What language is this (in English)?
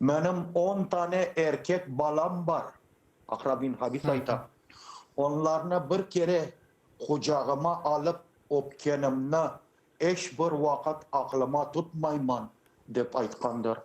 Crimean Tatar